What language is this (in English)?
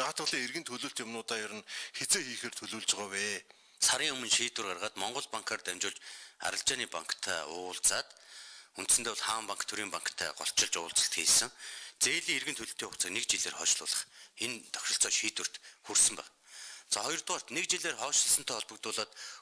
Mongolian